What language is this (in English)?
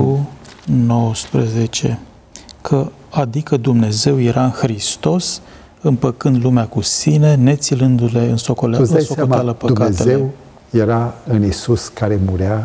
Romanian